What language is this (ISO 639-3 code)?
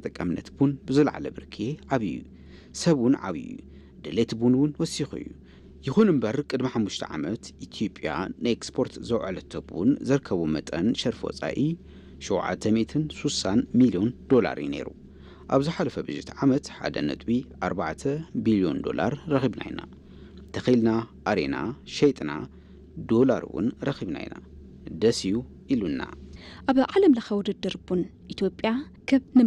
tir